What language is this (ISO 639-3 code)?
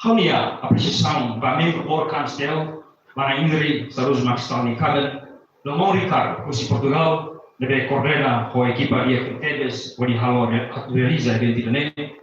tet